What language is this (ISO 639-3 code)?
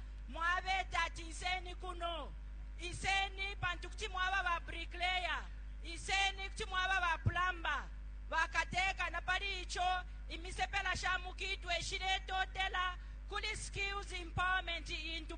bem